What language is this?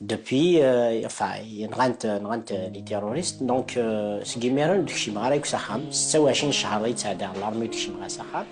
Kabyle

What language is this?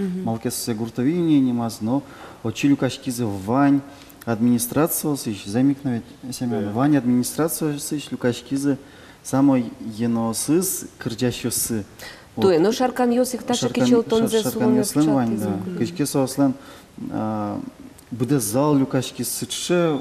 Udmurt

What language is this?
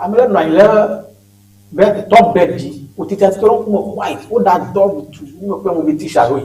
Ewe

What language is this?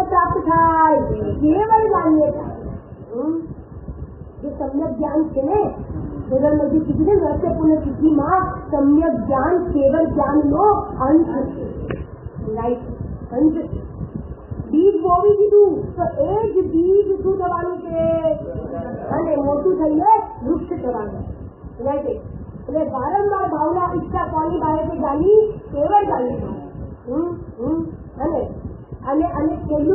Gujarati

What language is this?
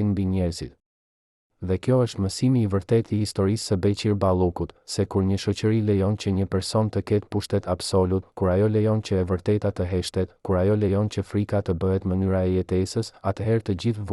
Albanian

